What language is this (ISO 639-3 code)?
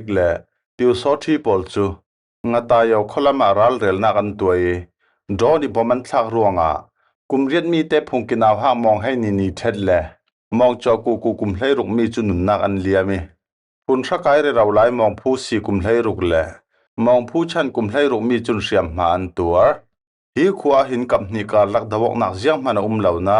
cfm